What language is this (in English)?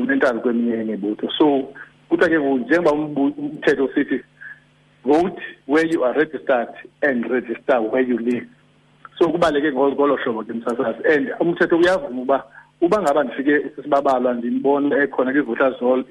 Xhosa